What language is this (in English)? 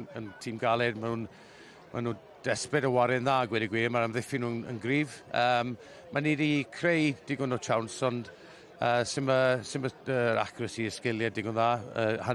Welsh